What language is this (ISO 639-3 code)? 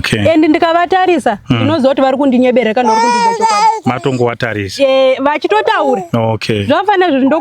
sna